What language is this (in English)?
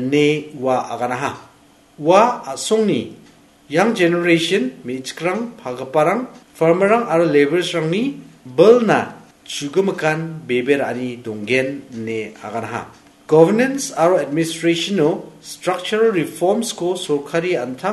Garo